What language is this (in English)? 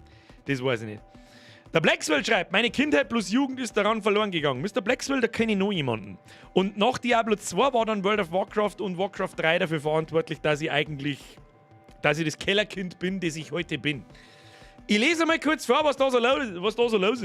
Bavarian